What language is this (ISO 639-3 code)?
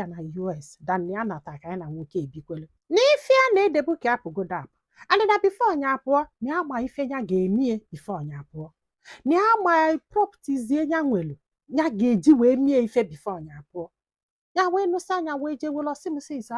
ibo